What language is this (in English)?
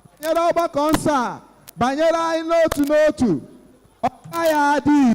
Igbo